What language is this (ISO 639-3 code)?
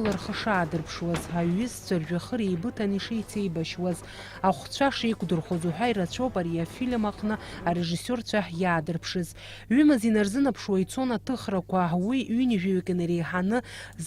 abk